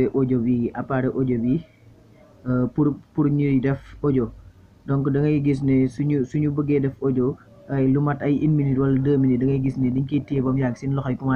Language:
Wolof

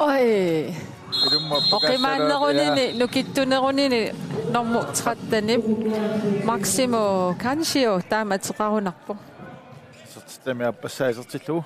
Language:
Kalaallisut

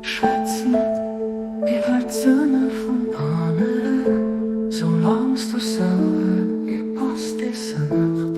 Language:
Luxembourgish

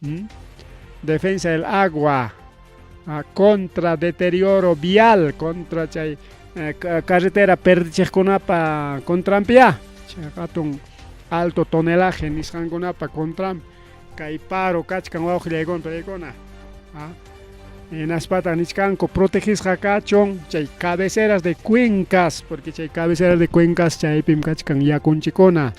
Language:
Ayacucho Quechua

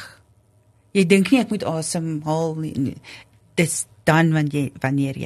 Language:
Afrikaans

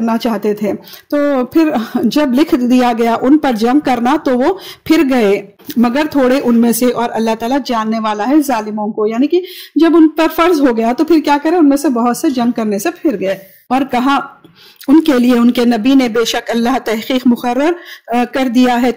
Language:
Urdu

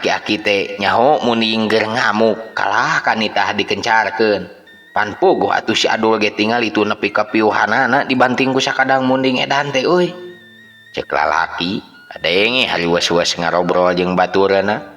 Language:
Sundanese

